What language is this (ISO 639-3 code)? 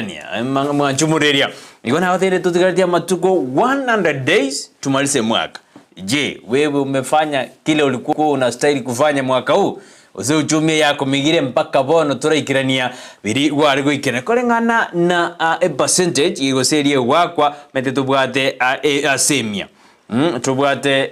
guz